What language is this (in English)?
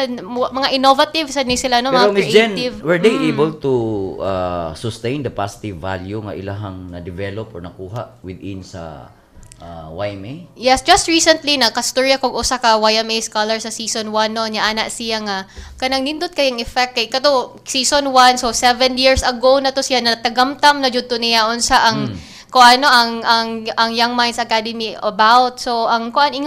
Cebuano